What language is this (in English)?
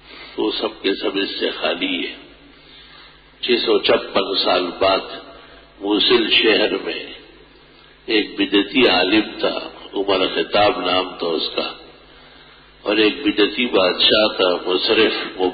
Urdu